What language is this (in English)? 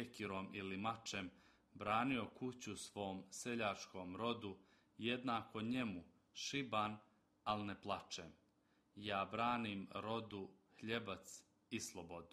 Croatian